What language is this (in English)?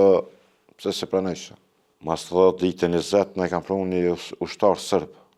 Albanian